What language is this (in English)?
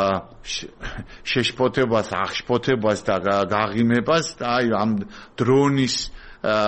Georgian